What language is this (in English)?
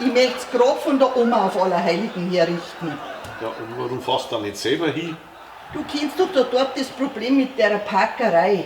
Bavarian